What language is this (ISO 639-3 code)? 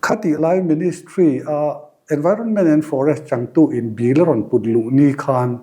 lus